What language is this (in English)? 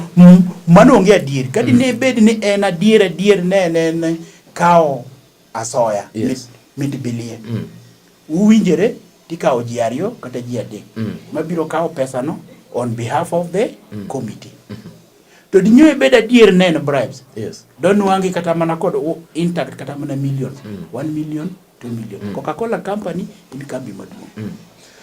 Luo (Kenya and Tanzania)